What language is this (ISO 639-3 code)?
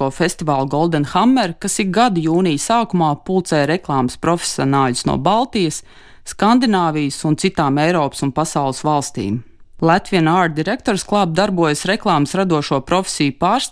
lav